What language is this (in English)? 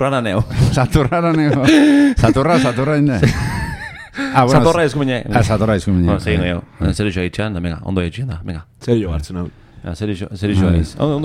Basque